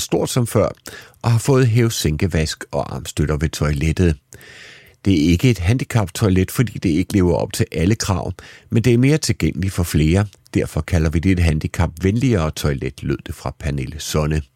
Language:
Danish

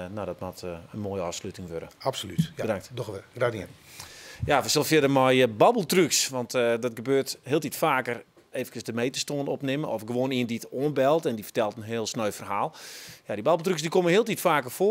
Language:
Western Frisian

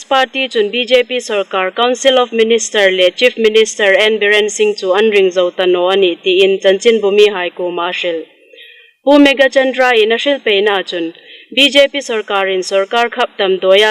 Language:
Hmar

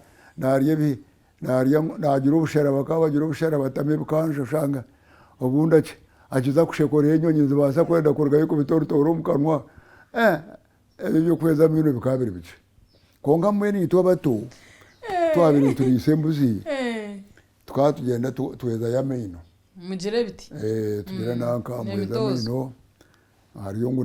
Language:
Nyankole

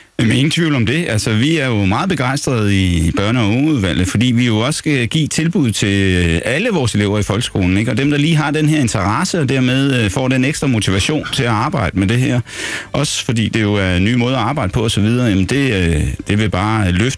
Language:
Danish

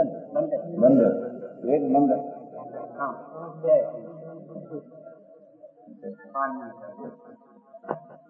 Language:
Gujarati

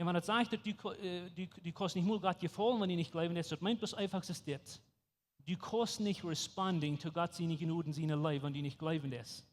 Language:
Plautdietsch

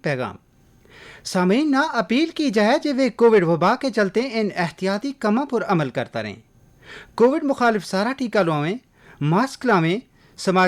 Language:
Gujari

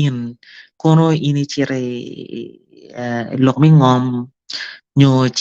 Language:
Acoli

